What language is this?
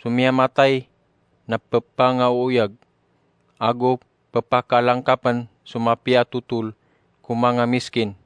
Maranao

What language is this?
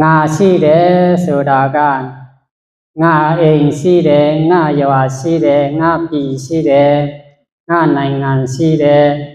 Shan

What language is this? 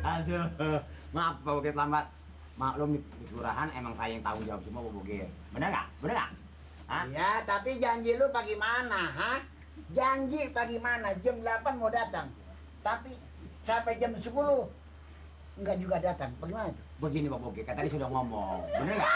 Betawi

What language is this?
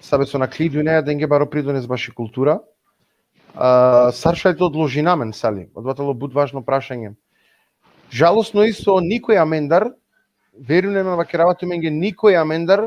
Balkan Romani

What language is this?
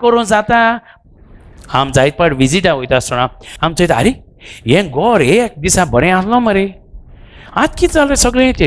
Konkani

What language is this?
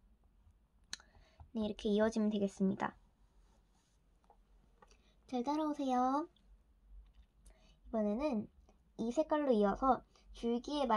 Korean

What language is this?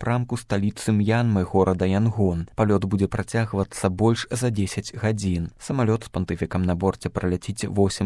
Belarusian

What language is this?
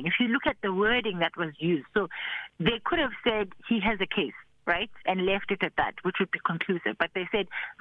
English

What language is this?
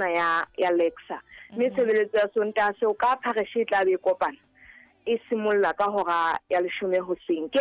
Southern Sotho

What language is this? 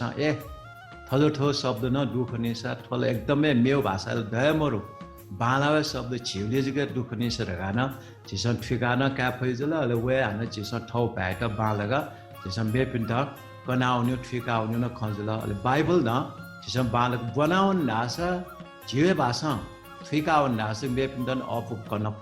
Newari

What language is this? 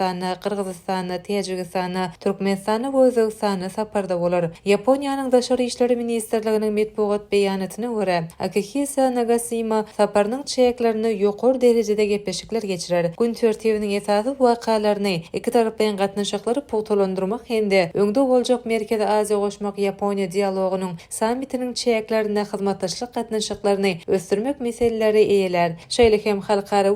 Turkmen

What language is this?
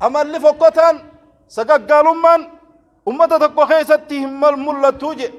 Oromo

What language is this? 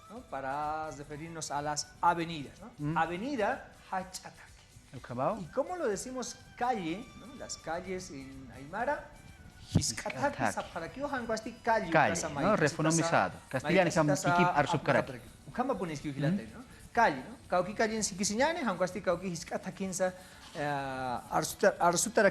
Aymara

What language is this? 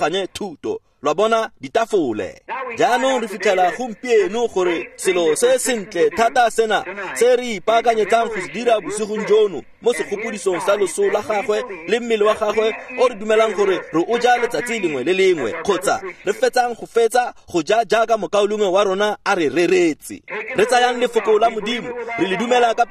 Tswana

